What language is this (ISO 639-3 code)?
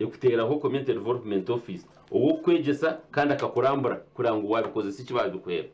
nyn